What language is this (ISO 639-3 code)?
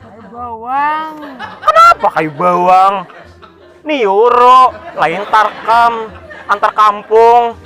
bjn